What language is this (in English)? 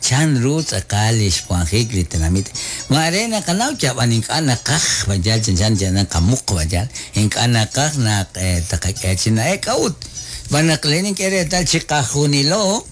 Kekchí